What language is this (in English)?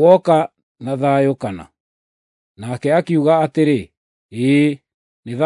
Kikuyu